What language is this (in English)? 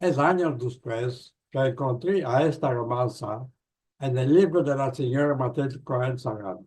Ladino